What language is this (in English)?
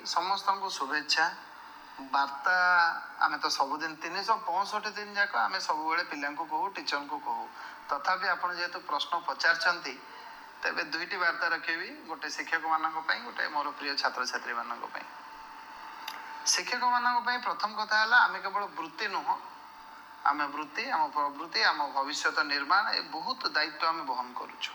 Odia